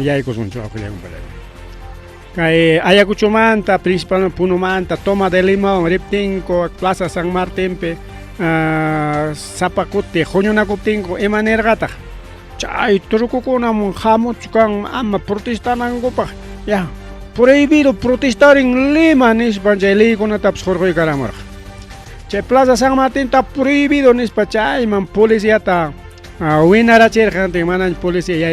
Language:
Ayacucho Quechua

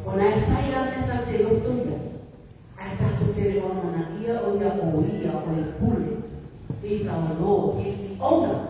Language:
Samoan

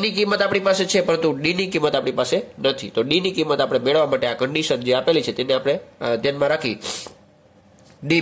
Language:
Gujarati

